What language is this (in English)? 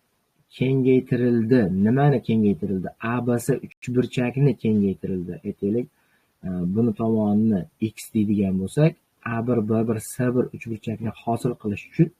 Uzbek